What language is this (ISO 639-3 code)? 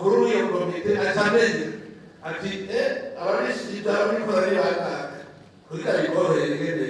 run